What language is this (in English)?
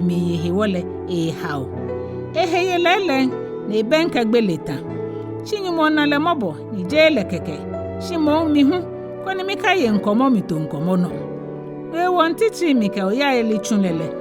Ga